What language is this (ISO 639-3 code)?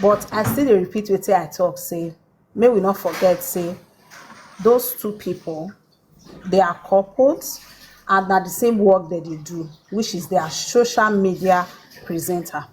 pcm